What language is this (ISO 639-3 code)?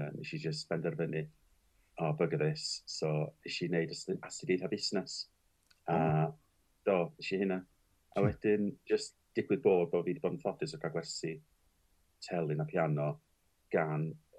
cym